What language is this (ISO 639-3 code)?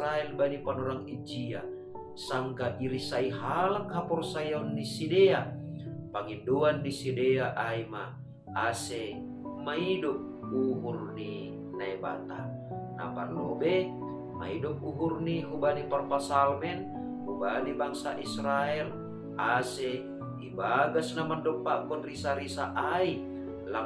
bts